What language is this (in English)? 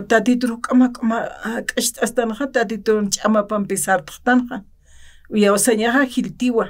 Aymara